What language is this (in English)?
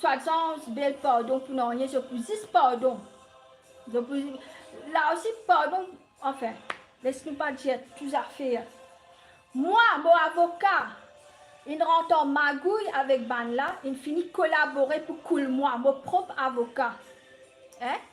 Morisyen